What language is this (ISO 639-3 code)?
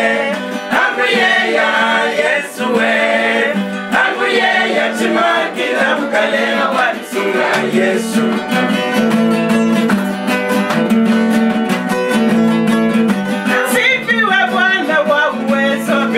swa